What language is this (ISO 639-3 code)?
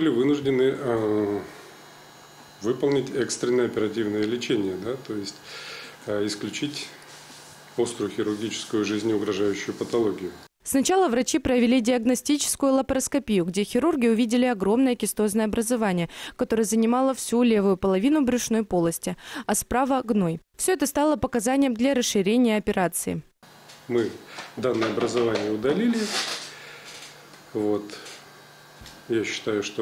rus